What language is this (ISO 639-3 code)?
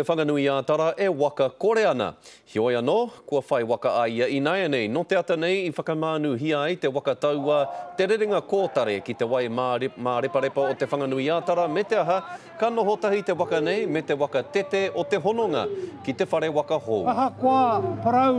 mri